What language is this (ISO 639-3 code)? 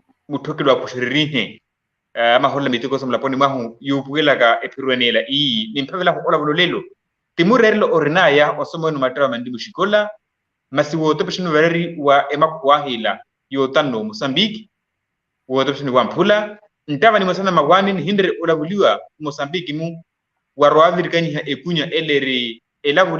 vmw